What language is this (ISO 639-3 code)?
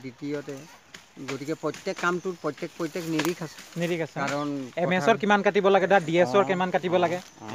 asm